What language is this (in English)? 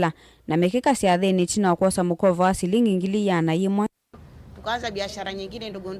Kamba